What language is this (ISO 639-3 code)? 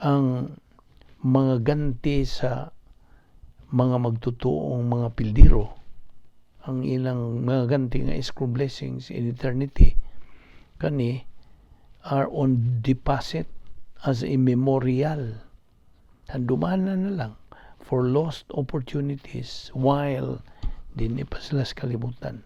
ceb